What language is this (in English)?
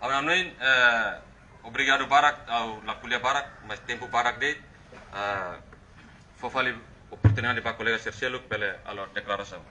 Tetum